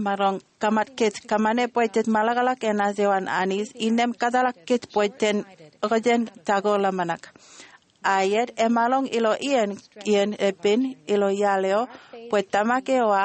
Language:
Marshallese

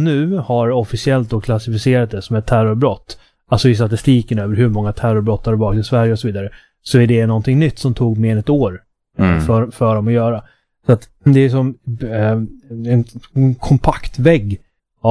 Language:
Swedish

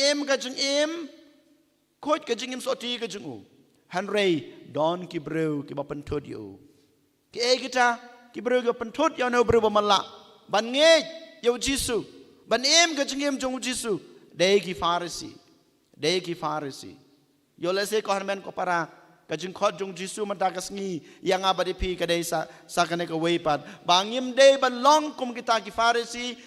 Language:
Khasi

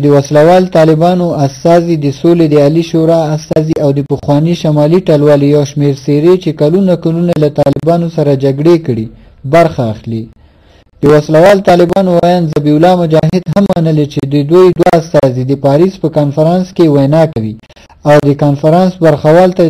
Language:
Pashto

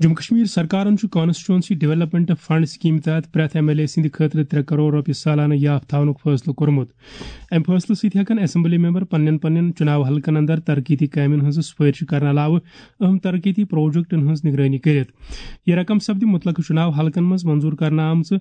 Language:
Kashmiri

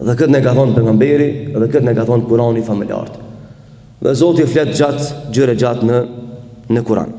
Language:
Albanian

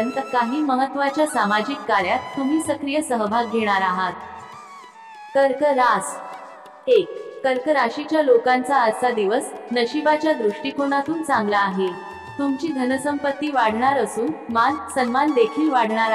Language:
Marathi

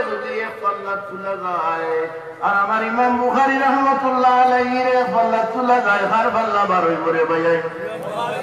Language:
Bangla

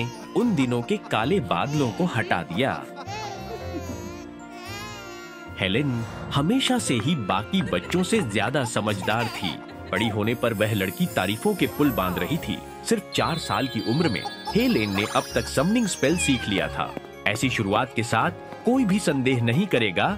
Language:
Hindi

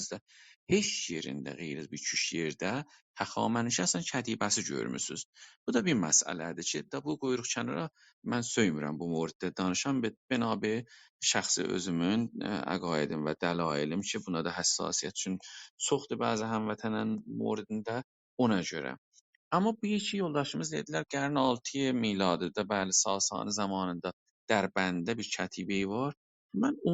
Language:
South Azerbaijani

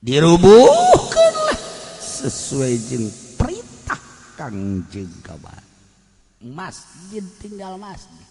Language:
Sundanese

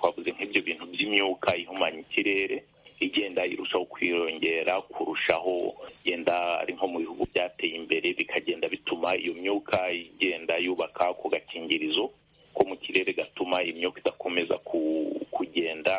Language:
Kinyarwanda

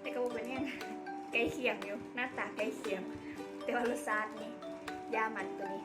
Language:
Lao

